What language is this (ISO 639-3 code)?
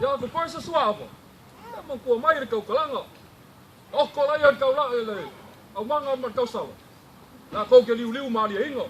smo